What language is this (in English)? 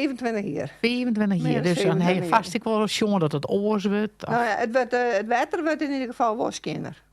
Western Frisian